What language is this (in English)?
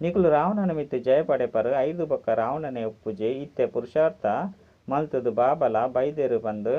Tulu